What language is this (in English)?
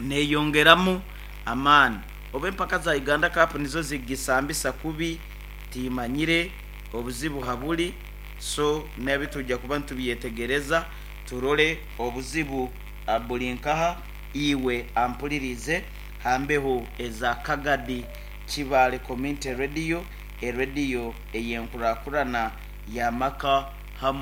Nyoro